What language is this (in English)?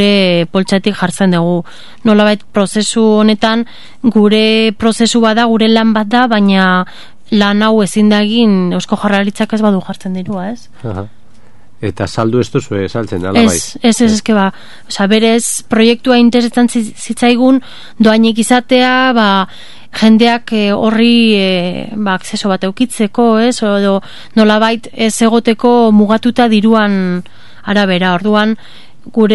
Basque